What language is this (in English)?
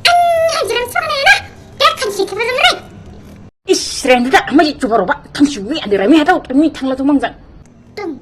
Dimasa